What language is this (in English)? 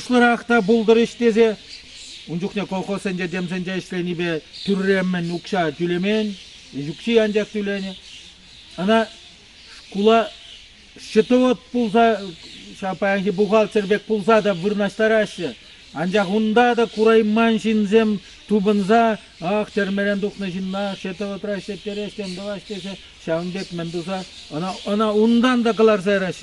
Chuvash